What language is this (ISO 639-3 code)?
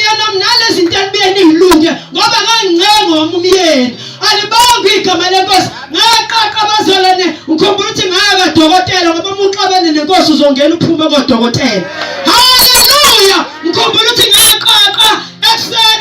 zul